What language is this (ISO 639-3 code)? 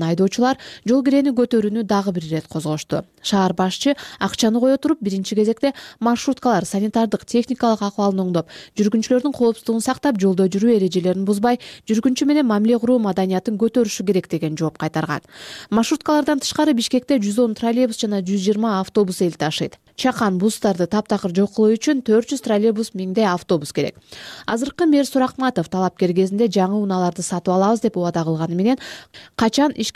kir